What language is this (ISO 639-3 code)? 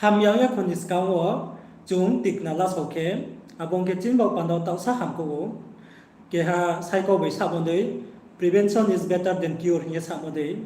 ria